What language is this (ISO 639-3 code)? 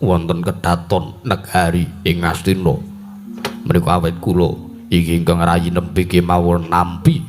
jav